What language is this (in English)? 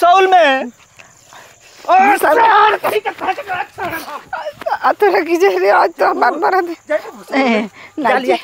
Bhojpuri